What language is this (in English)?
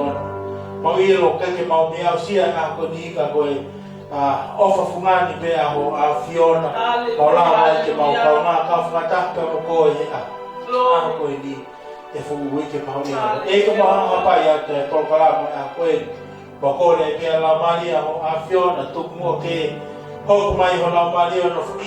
Tongan